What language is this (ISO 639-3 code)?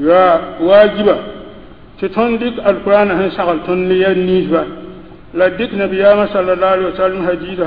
mos